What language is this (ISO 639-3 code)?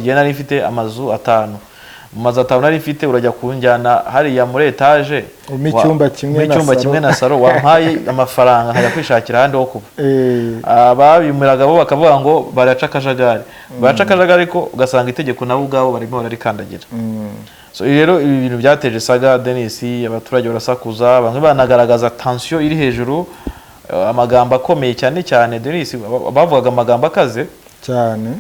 kin